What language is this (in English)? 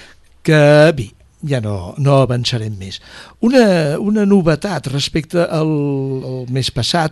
Catalan